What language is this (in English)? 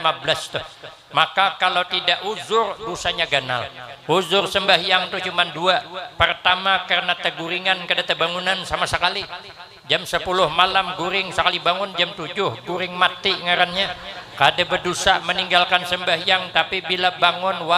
Banjar